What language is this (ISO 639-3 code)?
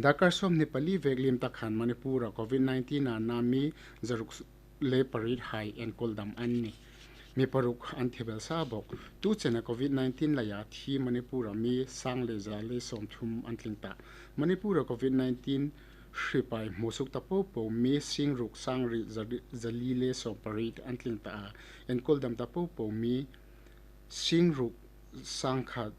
hmr